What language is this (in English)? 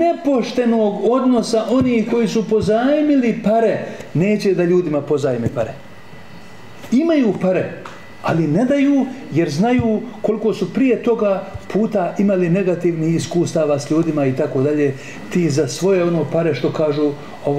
Bosnian